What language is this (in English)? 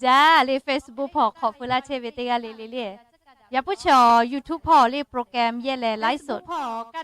Lahu